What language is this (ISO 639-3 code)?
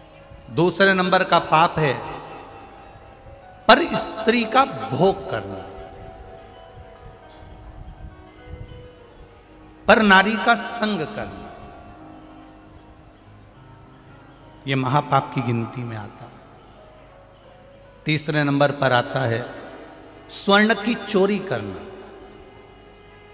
hin